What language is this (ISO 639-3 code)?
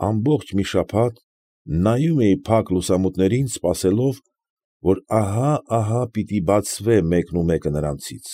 hye